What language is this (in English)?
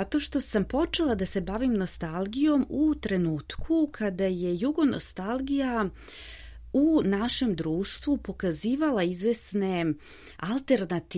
Serbian